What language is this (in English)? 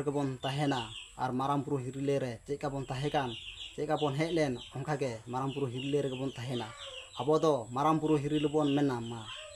Santali